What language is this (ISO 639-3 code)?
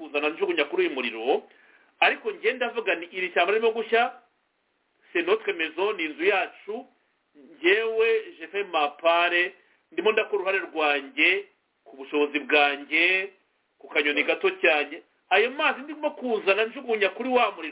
kin